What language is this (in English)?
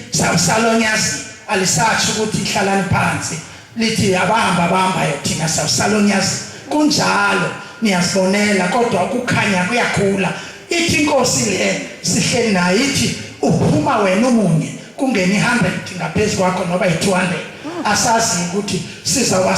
Zulu